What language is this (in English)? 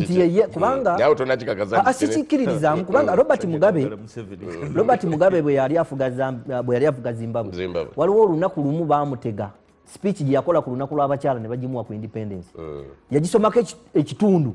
Ganda